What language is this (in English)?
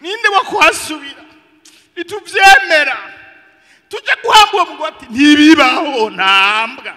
Rundi